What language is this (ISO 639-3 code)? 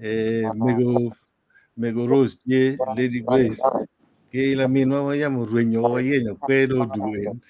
ach